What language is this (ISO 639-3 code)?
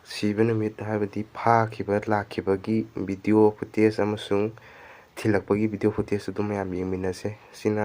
mni